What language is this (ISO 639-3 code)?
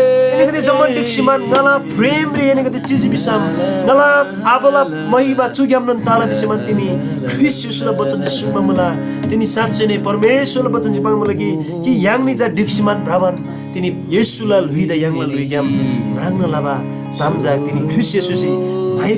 taj